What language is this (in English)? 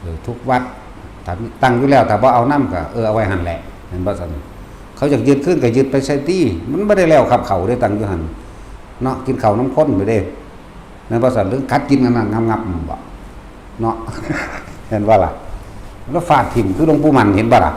Northeastern Thai